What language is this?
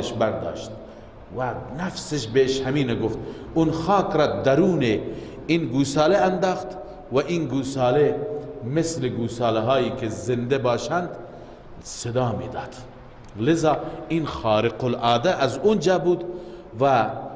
Persian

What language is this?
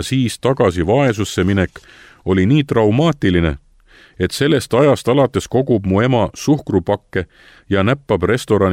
Estonian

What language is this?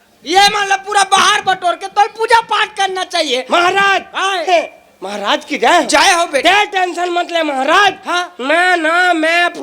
Chhattisgarhi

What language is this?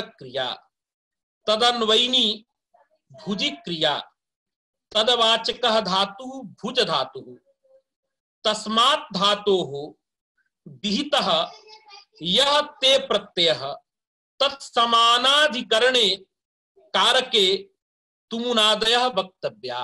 Sanskrit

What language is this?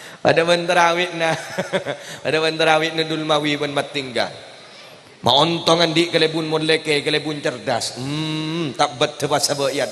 Madurese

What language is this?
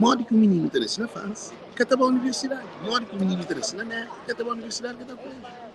Kabuverdianu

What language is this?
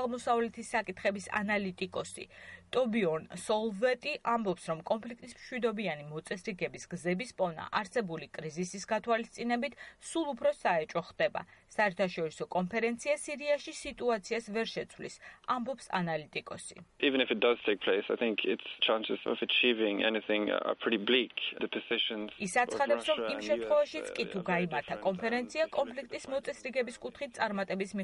Georgian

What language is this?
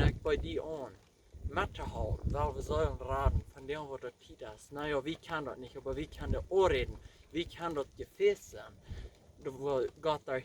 Plautdietsch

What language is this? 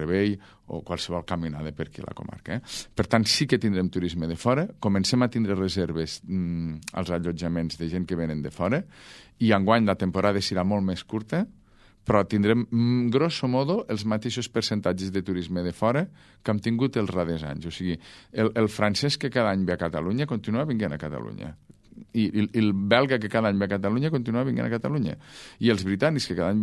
Catalan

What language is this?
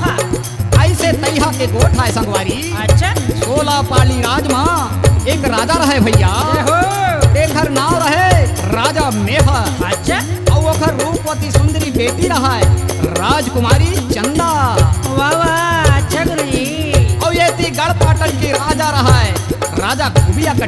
Chhattisgarhi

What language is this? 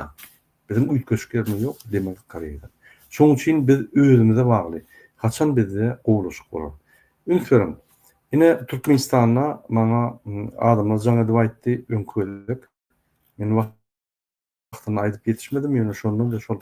Turkmen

